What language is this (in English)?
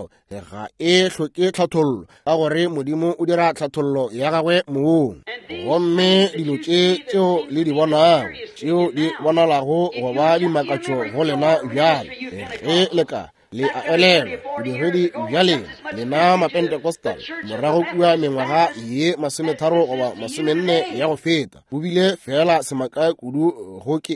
Northern Sotho